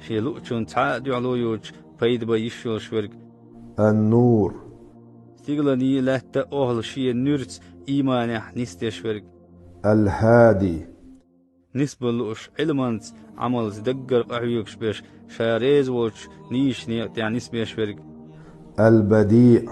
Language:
Chechen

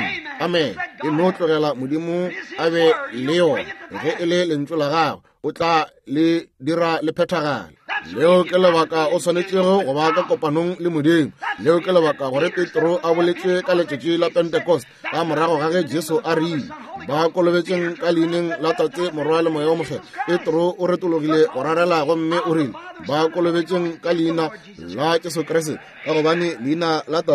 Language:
Northern Sotho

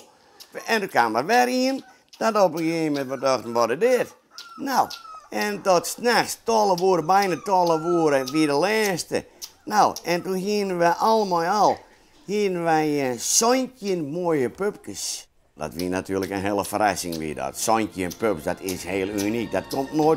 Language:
Western Frisian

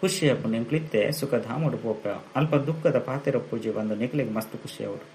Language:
Tulu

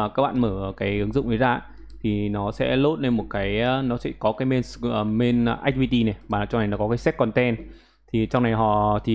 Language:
Vietnamese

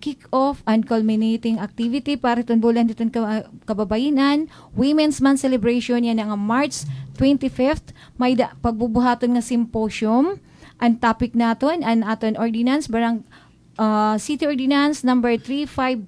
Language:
Waray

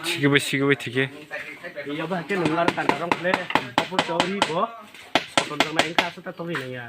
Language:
Kok Borok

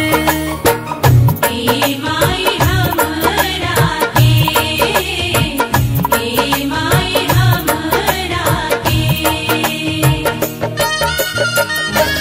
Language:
Bhojpuri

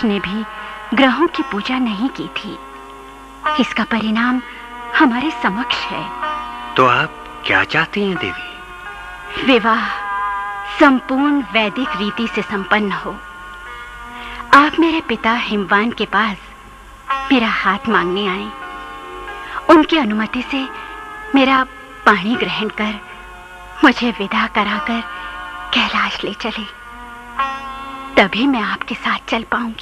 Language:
Hindi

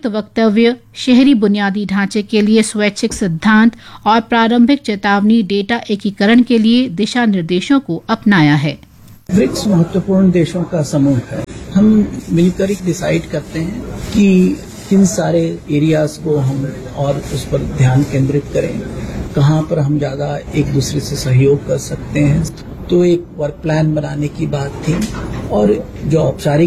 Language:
Hindi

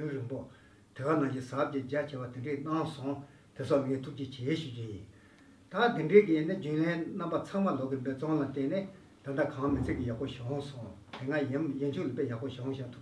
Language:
Tibetan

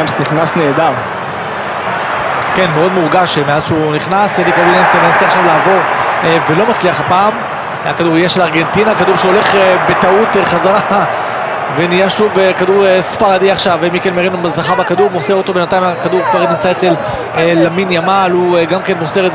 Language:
Hebrew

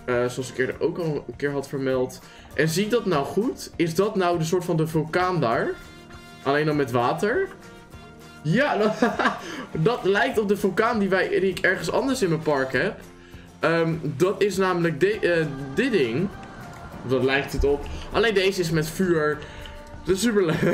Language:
Dutch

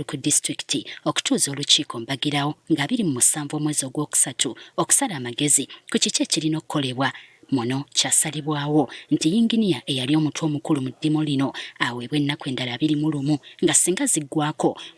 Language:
Ganda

